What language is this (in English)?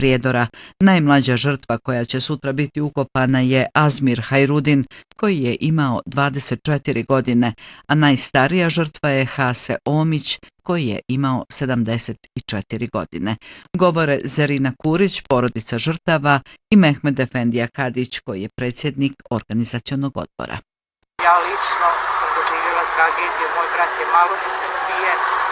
Bosnian